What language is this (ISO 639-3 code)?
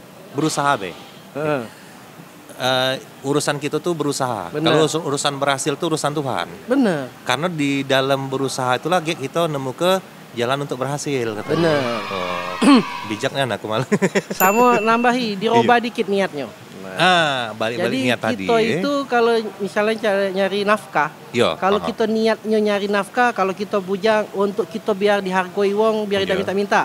mui